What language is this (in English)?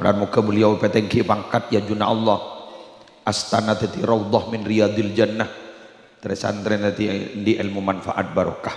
Madurese